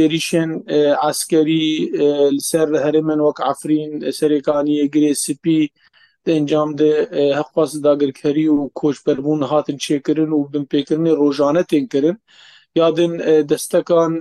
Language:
Kurdish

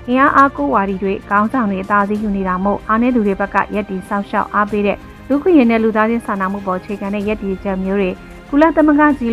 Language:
Burmese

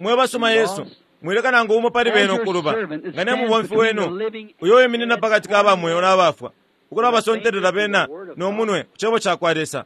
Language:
Bemba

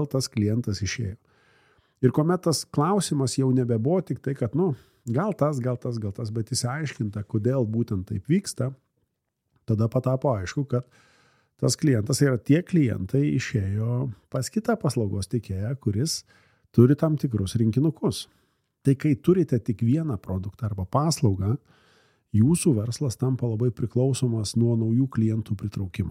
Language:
Lithuanian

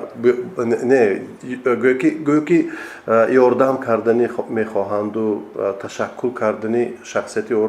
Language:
Tajik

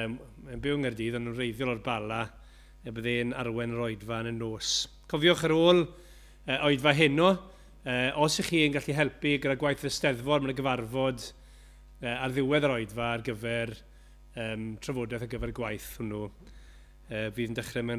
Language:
Welsh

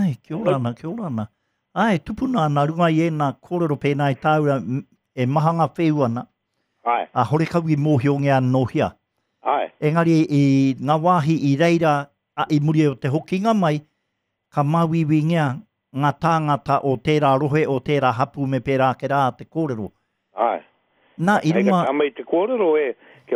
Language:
Māori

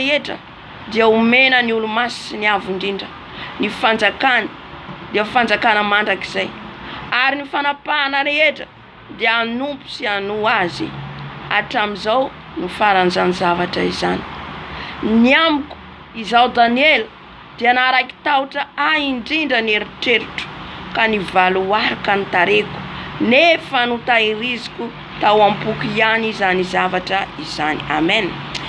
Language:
Malagasy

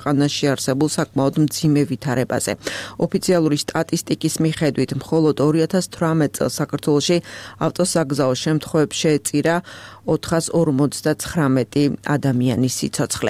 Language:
Georgian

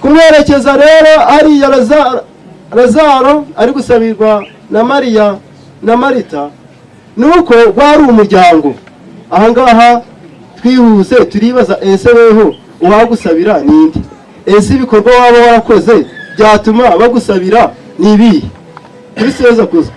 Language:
Kinyarwanda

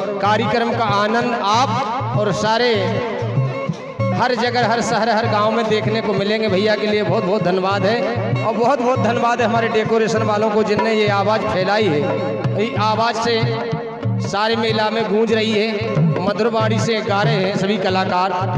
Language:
Hindi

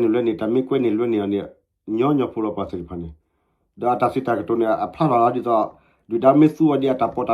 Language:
S'gaw Karen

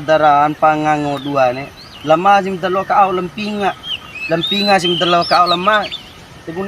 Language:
Bima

